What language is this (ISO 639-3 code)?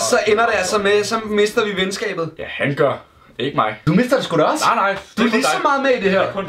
dan